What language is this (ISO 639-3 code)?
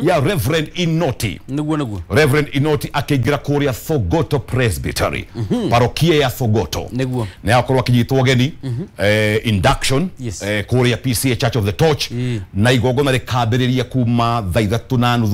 kik